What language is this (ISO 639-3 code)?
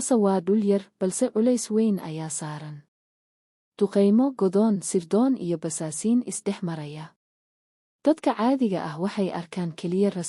som